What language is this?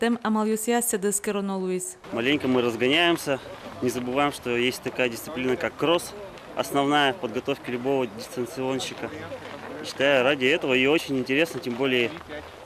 Udmurt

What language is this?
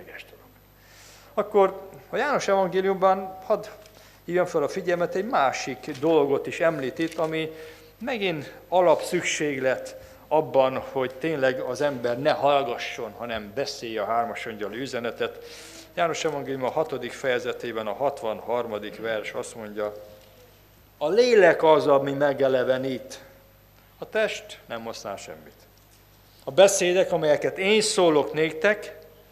Hungarian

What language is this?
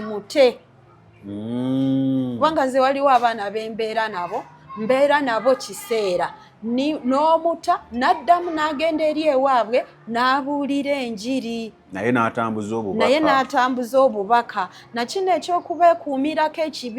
Ganda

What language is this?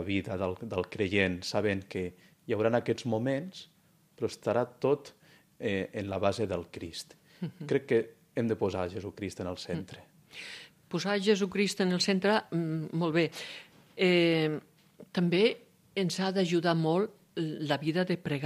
Catalan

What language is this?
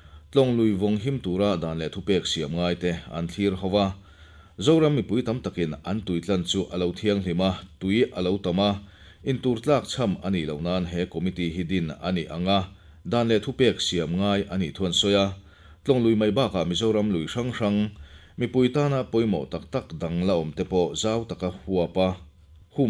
Mizo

